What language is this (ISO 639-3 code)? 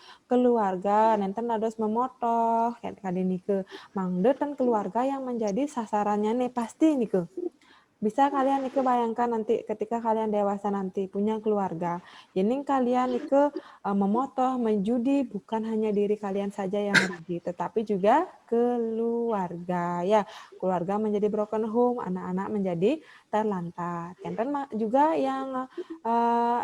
ban